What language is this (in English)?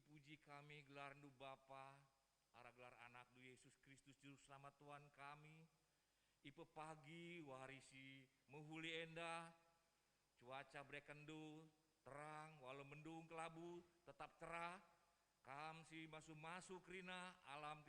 Batak Karo